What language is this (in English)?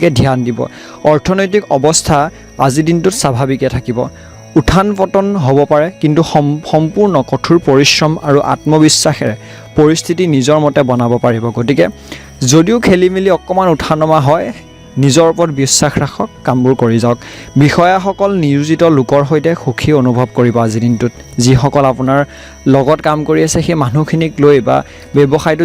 Assamese